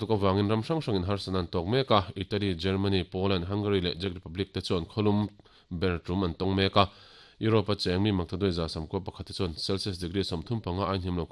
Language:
Mizo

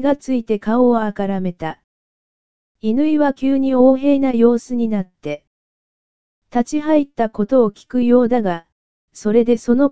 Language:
Japanese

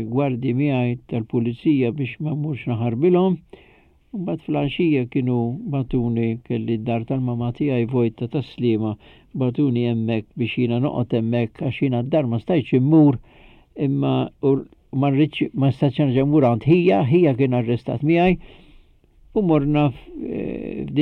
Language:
Maltese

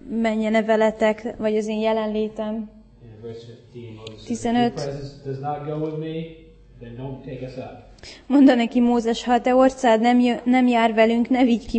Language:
Hungarian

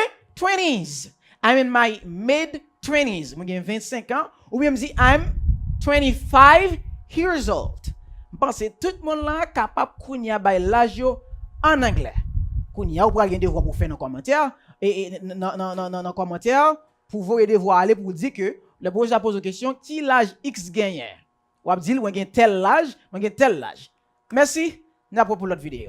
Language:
Haitian Creole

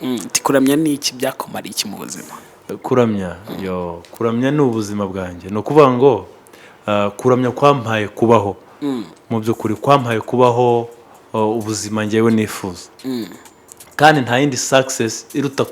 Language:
Kinyarwanda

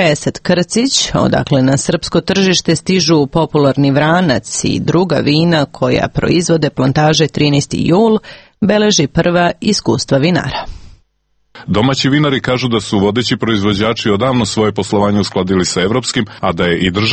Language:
Serbian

